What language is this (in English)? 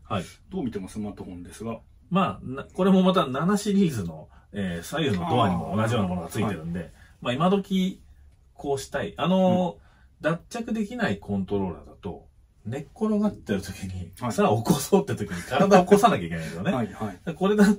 Japanese